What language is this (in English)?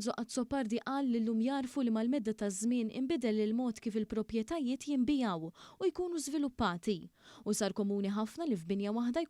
Maltese